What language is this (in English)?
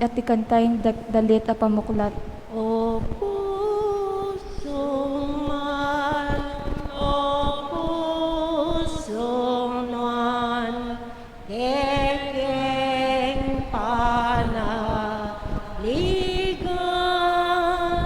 Pampanga